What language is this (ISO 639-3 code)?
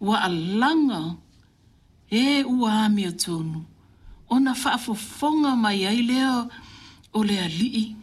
smo